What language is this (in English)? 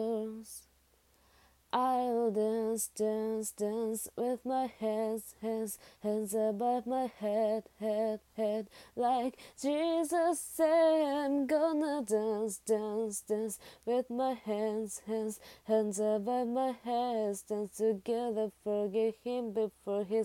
English